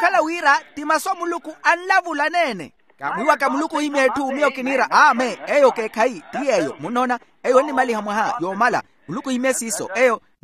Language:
Makhuwa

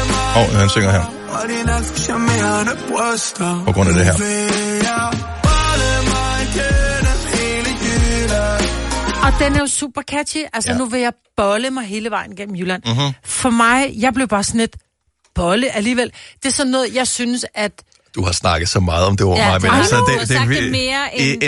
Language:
Danish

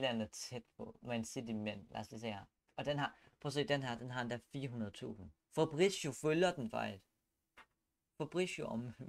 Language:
Danish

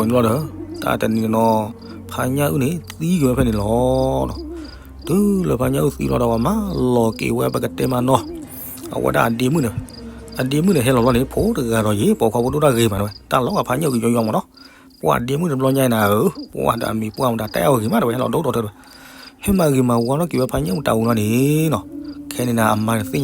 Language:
S'gaw Karen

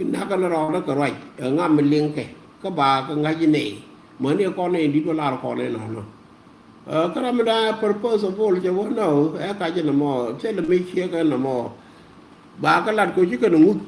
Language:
Nuer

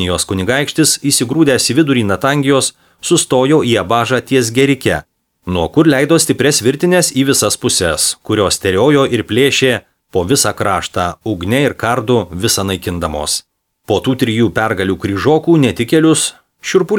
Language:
Lithuanian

